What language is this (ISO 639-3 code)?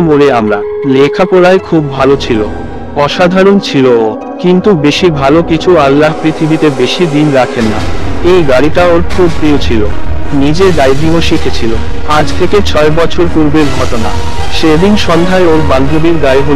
ben